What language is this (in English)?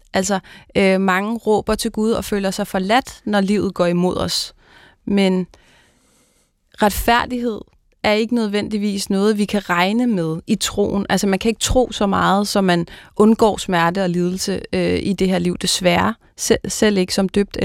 Danish